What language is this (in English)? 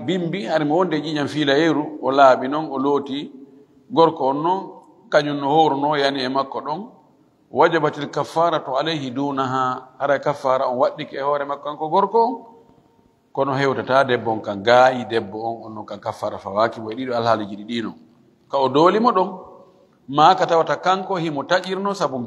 Fula